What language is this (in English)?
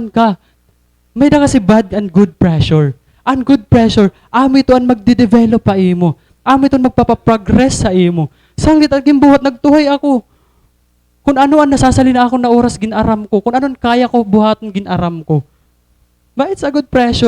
Waray